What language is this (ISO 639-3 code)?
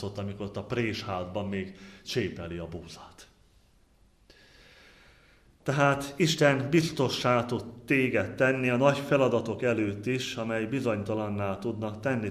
hun